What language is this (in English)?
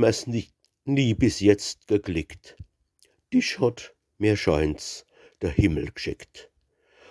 Palatine German